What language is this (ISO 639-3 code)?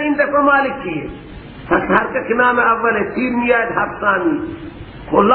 fas